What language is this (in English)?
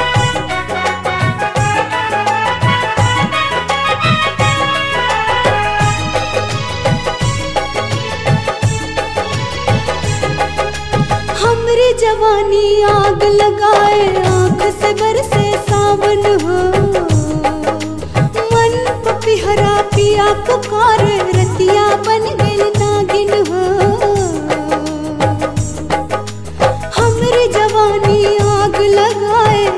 Bhojpuri